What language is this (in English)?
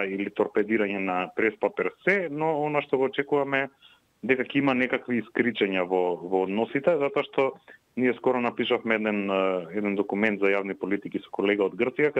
Macedonian